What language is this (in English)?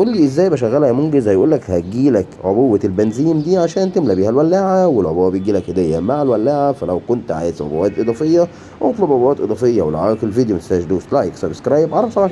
Egyptian Arabic